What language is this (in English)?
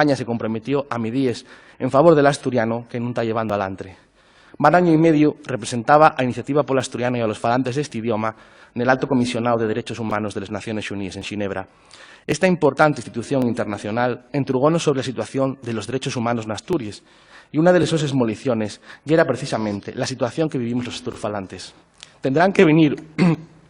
Asturian